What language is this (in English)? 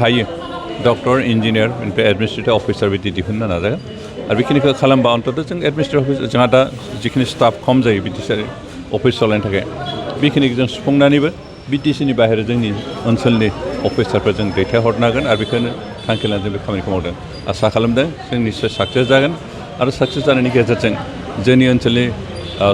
Bodo